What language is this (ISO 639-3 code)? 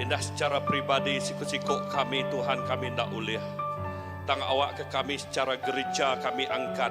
iba